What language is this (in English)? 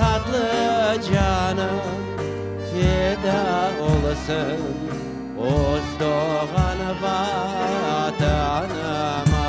Crimean Tatar